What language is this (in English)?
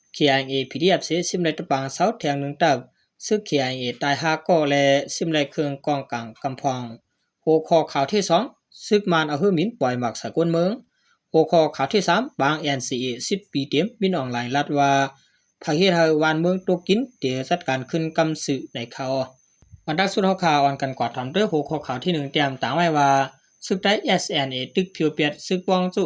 Shan